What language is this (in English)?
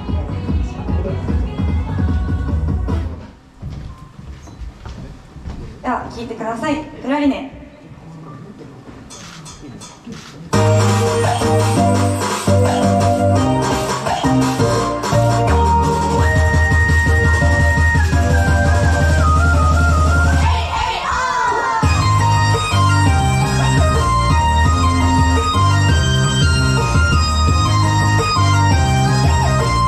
Japanese